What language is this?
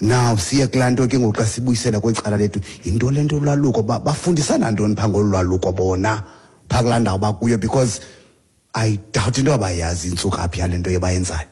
Xhosa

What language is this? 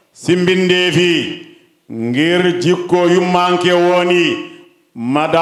Fula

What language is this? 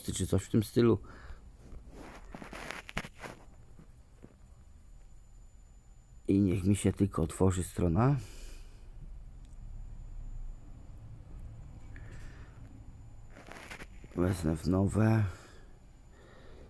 Polish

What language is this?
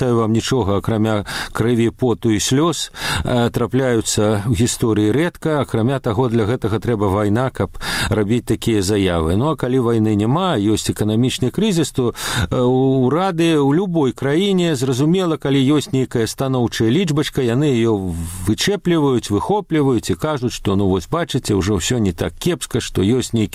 Belarusian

